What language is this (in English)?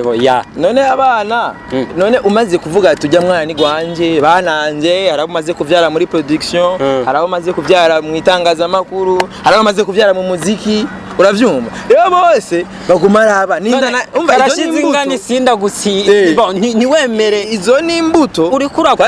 Rundi